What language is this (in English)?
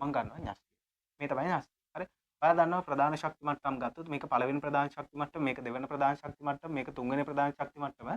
Sinhala